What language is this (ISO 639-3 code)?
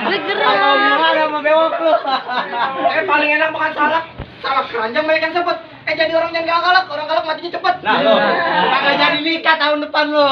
bew